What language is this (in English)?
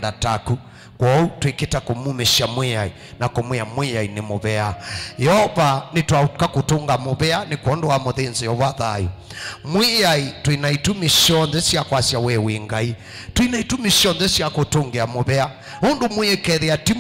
Kamba